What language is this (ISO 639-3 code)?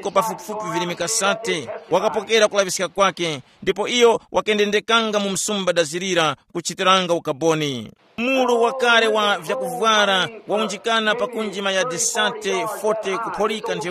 tum